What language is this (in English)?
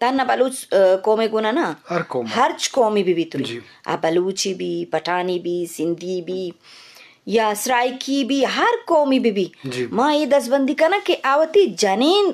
Eastern Balochi